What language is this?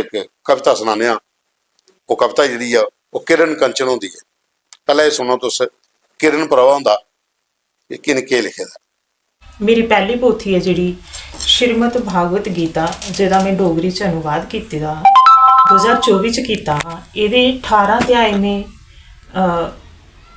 Dogri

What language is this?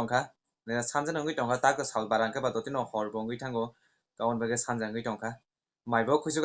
Kok Borok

